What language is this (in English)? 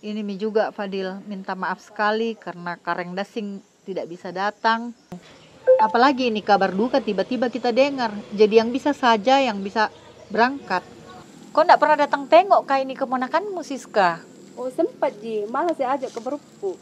Makassar Malay